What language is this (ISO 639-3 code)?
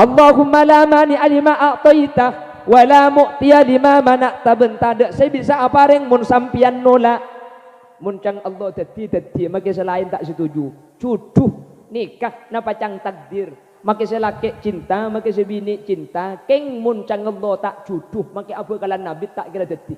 mad